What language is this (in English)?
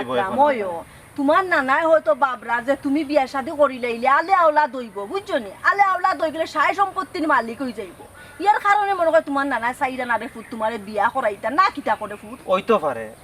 Sylheti